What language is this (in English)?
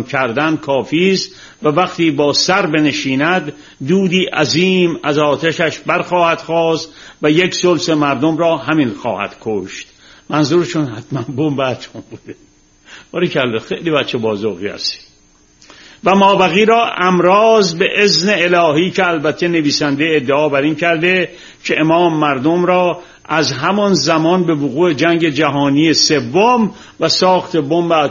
Persian